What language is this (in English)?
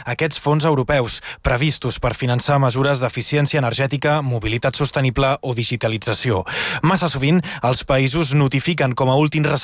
Catalan